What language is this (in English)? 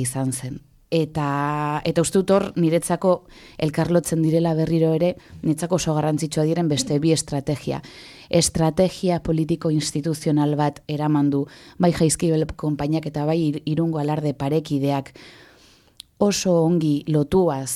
Basque